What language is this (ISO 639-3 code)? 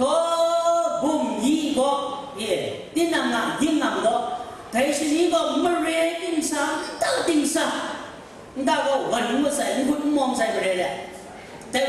kac